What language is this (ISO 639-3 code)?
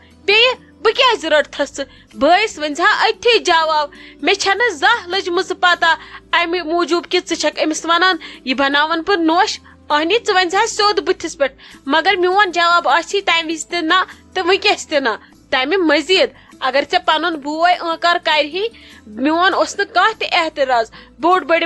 kas